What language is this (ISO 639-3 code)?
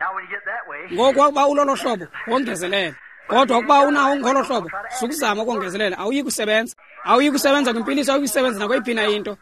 xho